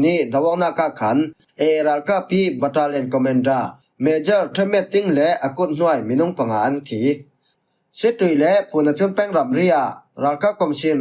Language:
Falam Chin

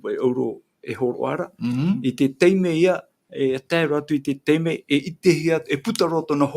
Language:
Tahitian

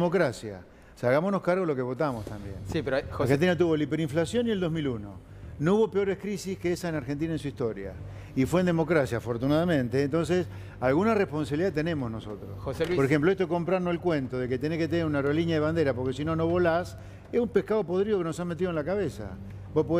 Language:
Spanish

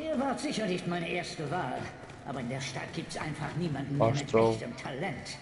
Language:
Swiss German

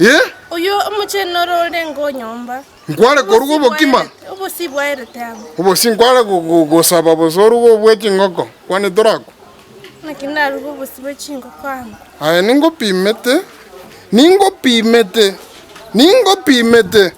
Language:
Gusii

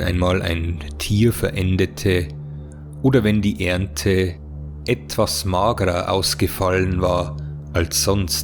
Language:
Bavarian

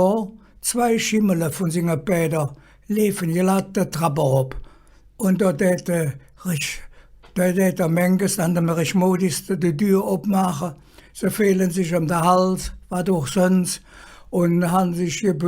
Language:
Colognian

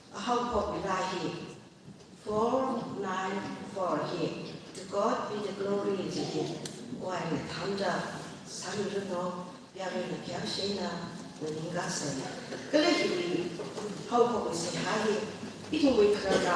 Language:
Tangkhul Naga (India)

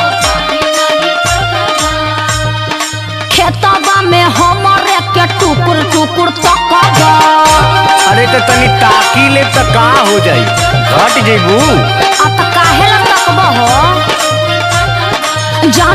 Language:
Bhojpuri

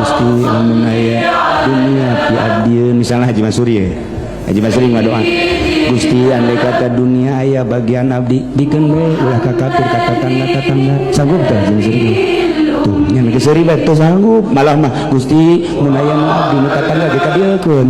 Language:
Sundanese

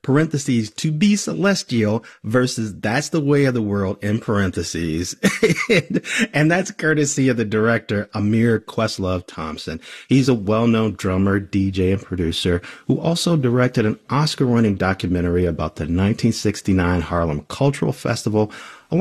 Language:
English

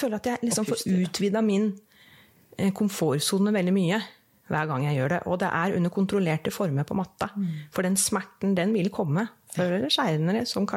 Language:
Norwegian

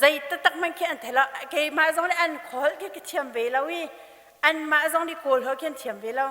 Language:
Hakha Chin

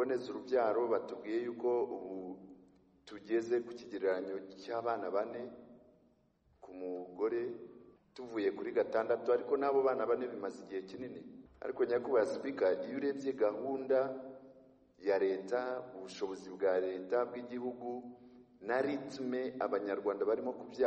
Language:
Kinyarwanda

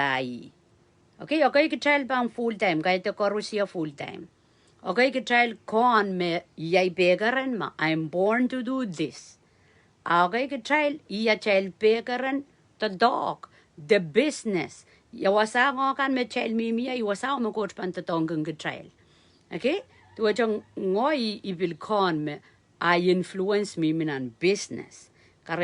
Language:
Pohnpeian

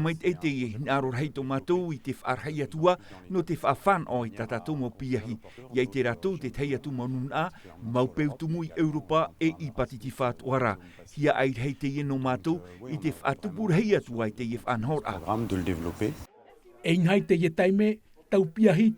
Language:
Tahitian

